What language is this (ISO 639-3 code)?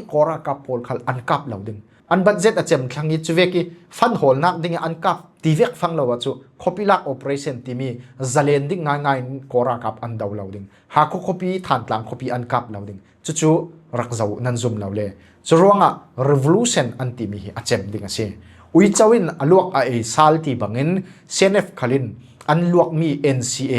cfm